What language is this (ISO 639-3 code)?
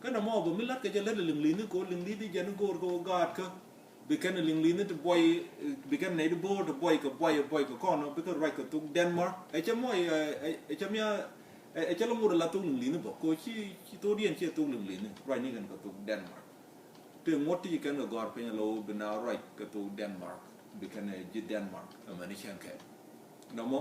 nus